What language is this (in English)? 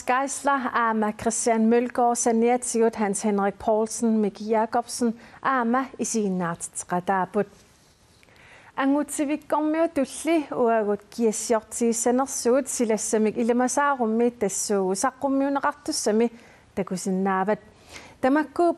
Kalaallisut